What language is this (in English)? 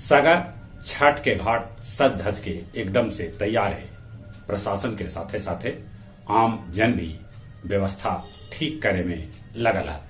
Magahi